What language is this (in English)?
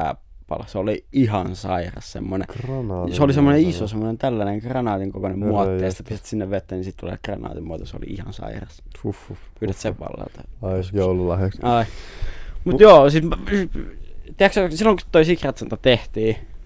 Finnish